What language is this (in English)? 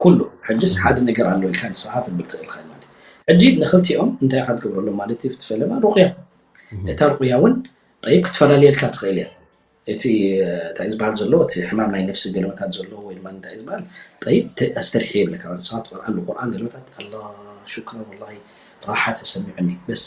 Tigrinya